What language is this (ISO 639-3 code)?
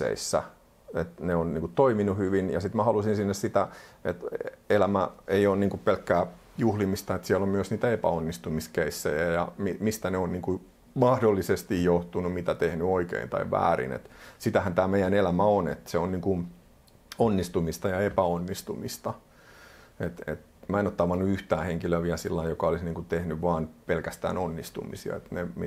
fin